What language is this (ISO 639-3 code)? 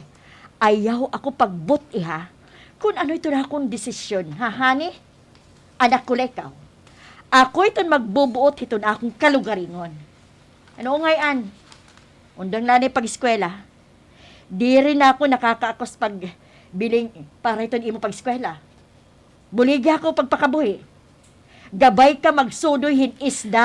war